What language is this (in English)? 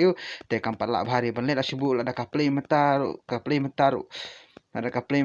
Khasi